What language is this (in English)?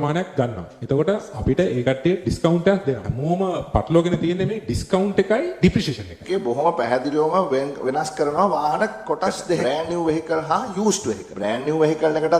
Sinhala